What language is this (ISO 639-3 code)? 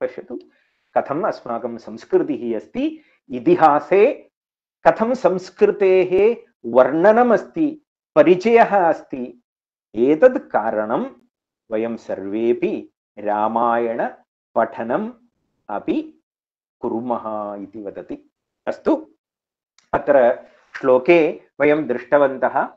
san